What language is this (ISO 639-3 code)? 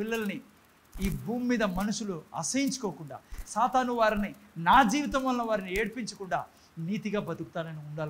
tel